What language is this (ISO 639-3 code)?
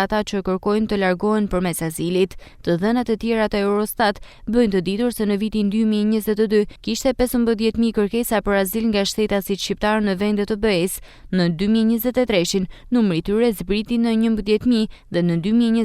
sqi